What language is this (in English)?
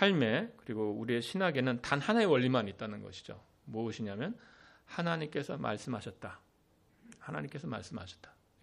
Korean